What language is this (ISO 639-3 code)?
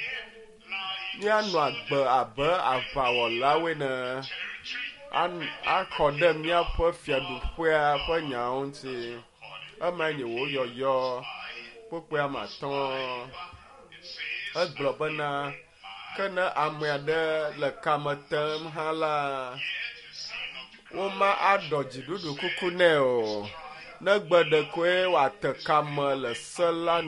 ewe